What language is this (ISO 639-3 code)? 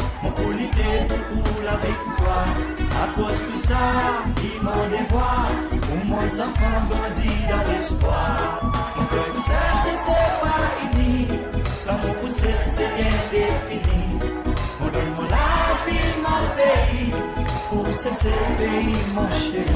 crs